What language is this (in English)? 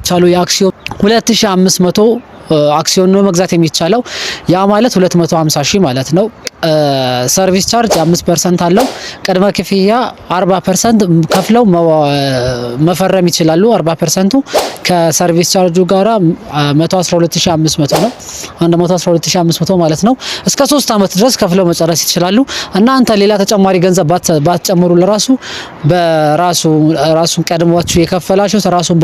Amharic